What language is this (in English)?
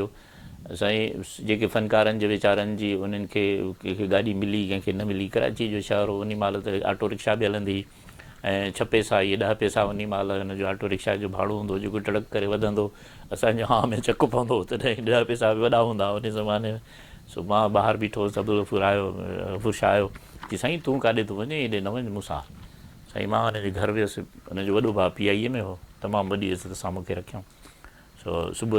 Sindhi